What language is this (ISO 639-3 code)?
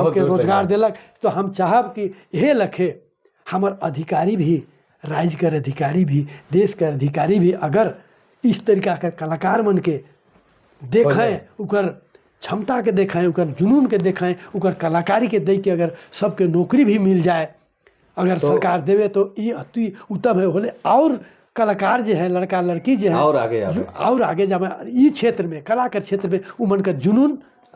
sck